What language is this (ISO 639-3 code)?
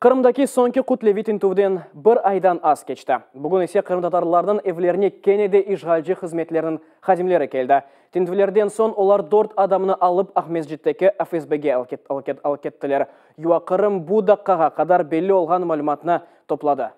crh